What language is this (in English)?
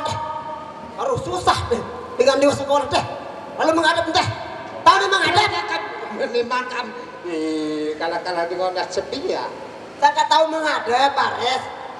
Sasak